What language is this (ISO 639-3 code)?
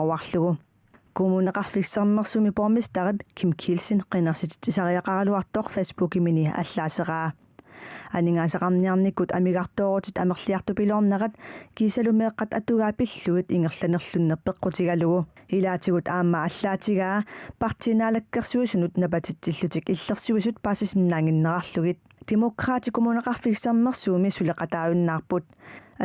kal